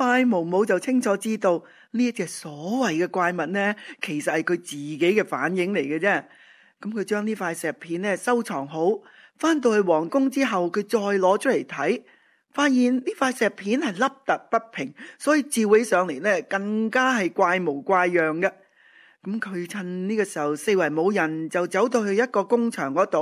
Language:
Cantonese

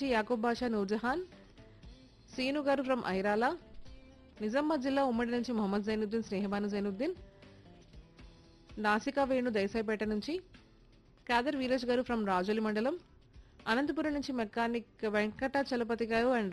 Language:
Telugu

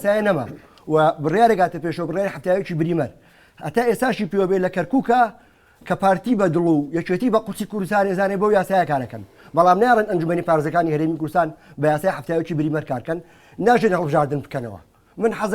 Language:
Central Kurdish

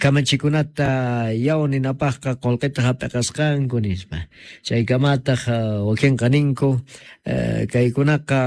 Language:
Quechua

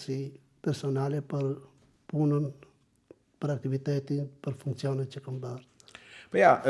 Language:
Albanian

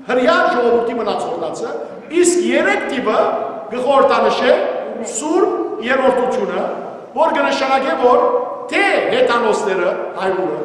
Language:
Western Armenian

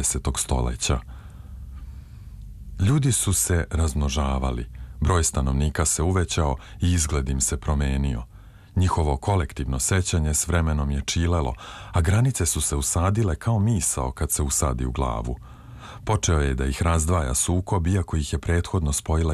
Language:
Serbian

